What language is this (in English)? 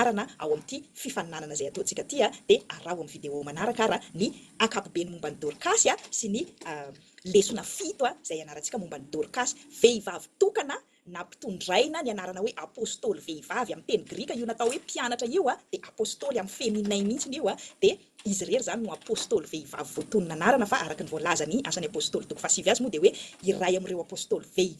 Malagasy